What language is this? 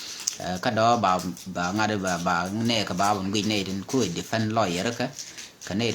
Nuer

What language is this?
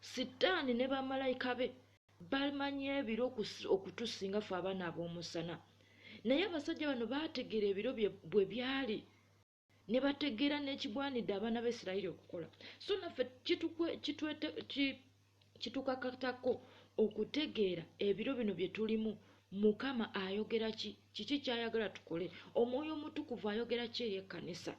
Ganda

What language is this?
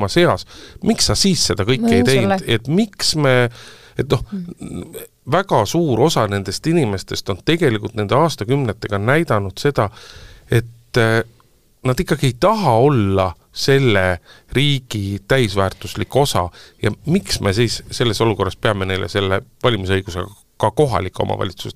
Estonian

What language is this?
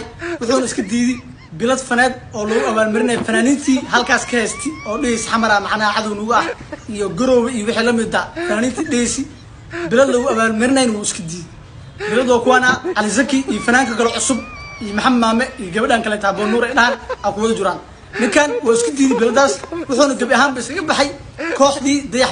Somali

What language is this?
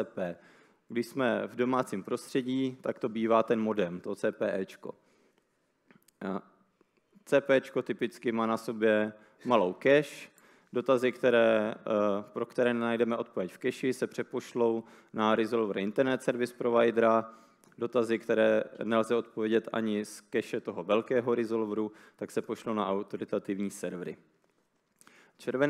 Czech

